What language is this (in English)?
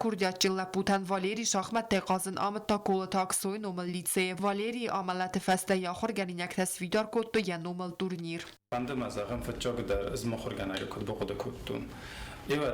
Ossetic